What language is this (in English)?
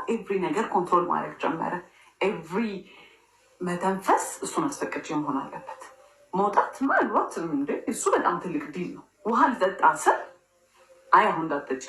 Amharic